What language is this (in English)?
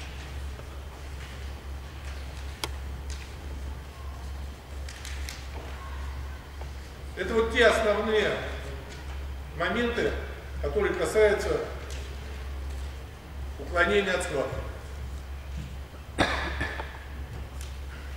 Russian